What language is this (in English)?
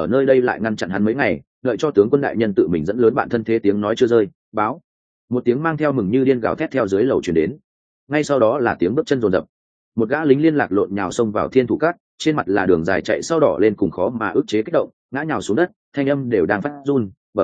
Vietnamese